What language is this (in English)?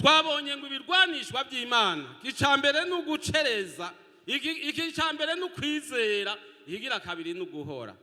Rundi